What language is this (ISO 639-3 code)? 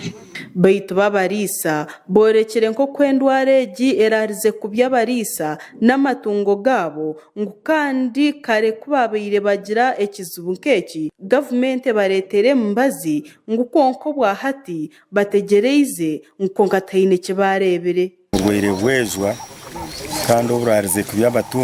nyn